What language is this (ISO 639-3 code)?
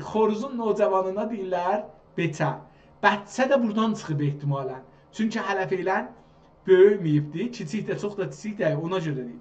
azb